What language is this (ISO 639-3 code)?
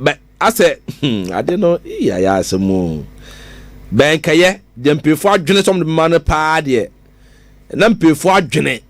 aka